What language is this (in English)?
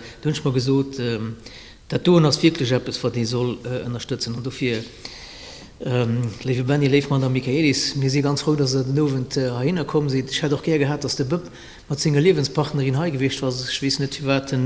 Luxembourgish